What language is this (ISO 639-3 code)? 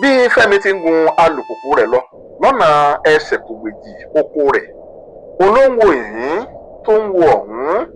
yor